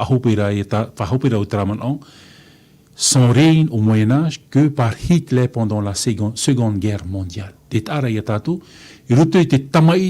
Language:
Tahitian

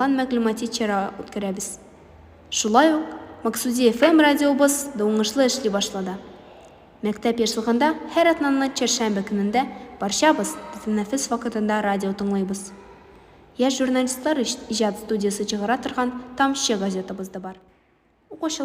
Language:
Tatar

